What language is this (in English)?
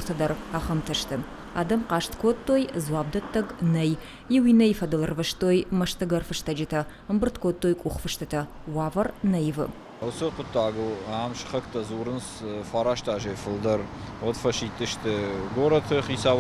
Ossetic